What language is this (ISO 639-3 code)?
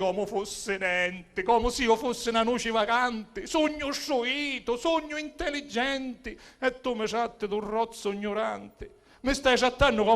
scn